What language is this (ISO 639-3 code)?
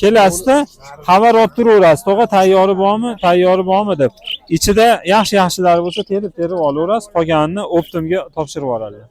uzb